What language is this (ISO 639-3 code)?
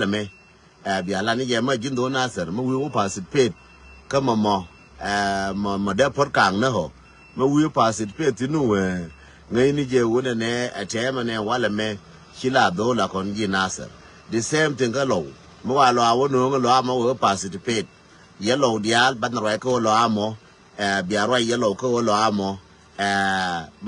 nus